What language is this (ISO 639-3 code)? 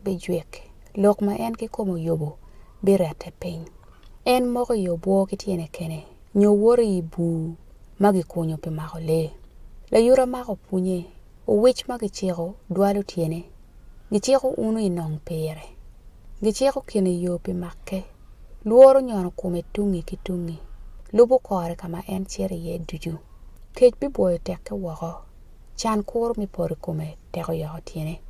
ach